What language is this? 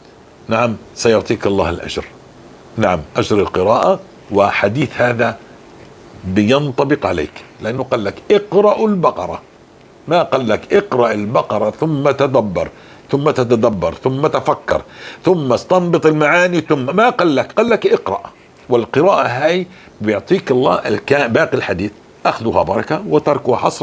North Levantine Arabic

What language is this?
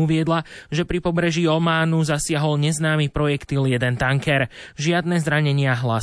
Slovak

